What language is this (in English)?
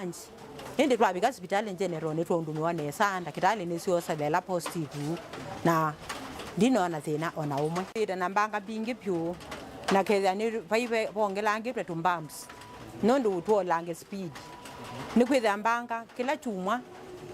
Kamba